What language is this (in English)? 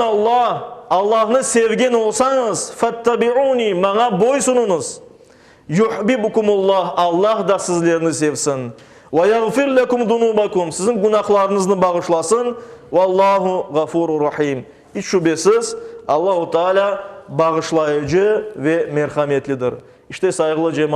Crimean Tatar